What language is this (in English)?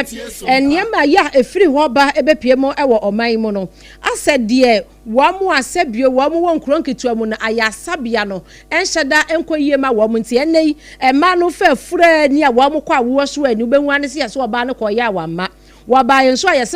Akan